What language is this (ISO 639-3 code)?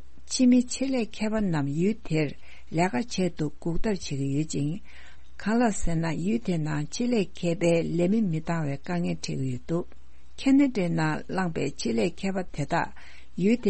bod